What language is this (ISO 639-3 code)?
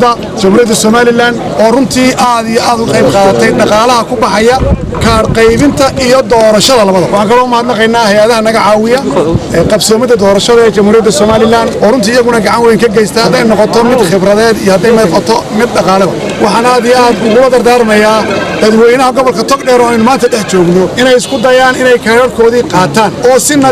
som